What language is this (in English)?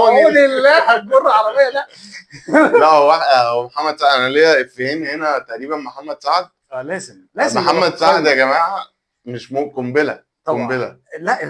Egyptian Arabic